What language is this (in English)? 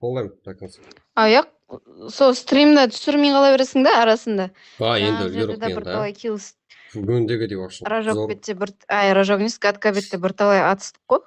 Kara-Kalpak